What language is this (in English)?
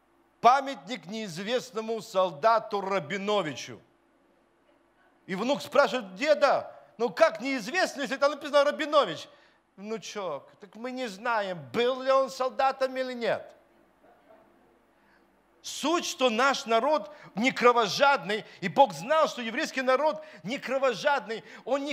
Russian